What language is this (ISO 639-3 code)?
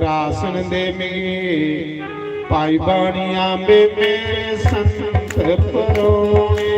doi